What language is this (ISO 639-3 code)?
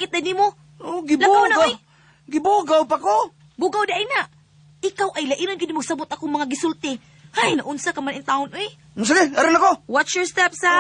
ceb